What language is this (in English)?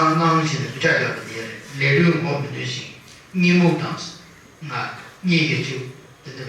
Tibetan